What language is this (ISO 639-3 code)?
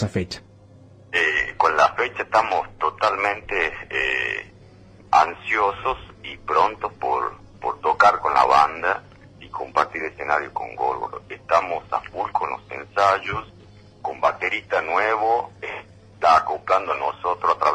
spa